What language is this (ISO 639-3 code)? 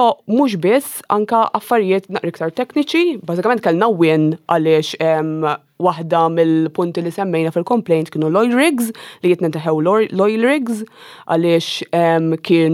mlt